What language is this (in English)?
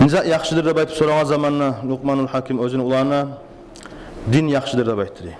Kumyk